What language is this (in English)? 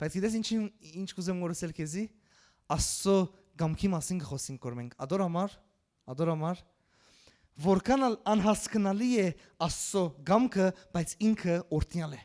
Western Armenian